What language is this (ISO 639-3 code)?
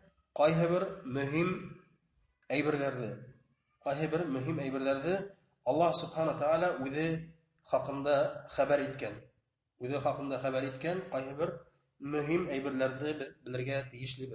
bak